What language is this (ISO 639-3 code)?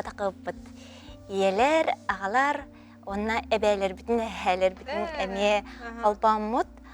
sah